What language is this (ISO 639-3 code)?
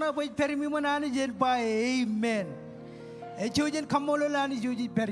mah